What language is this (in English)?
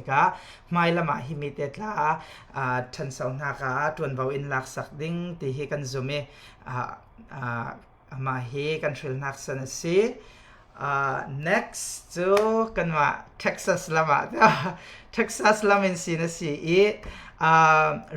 Falam Chin